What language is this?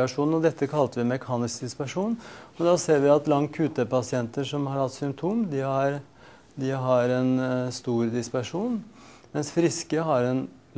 Norwegian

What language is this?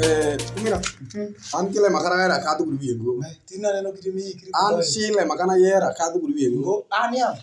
Alur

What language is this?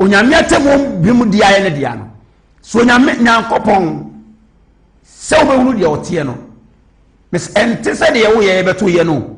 Akan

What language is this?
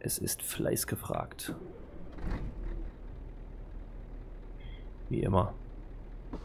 German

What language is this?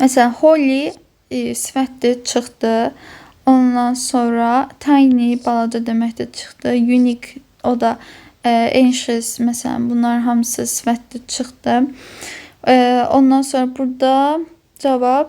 Azerbaijani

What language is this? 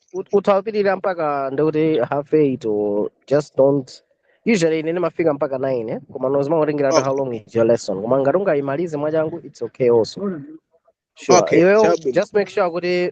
Nyanja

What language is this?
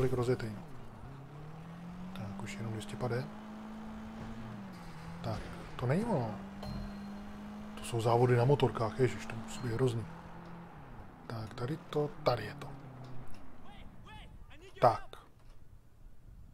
Czech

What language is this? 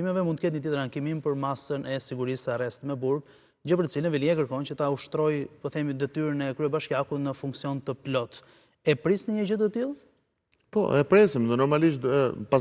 Albanian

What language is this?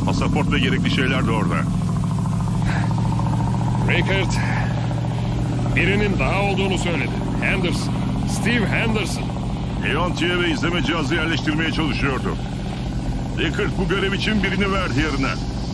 Turkish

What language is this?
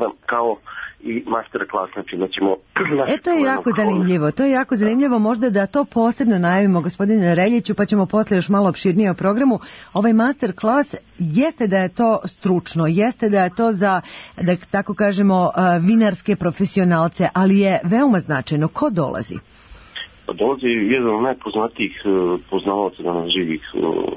Serbian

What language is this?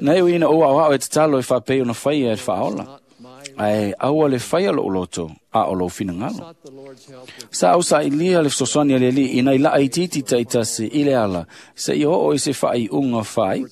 Samoan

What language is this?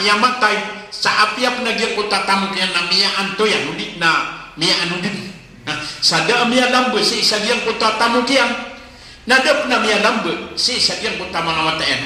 Maranao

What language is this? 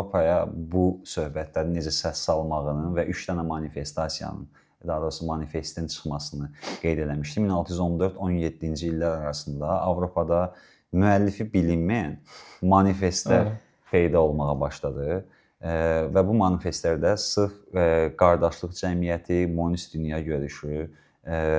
Azerbaijani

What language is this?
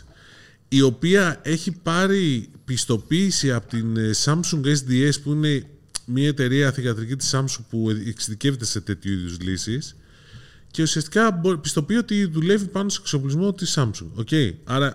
Greek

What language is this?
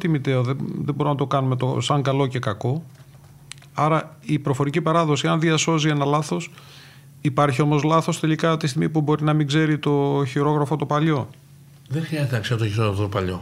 Greek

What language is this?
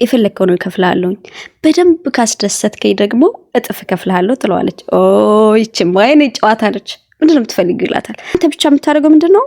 Amharic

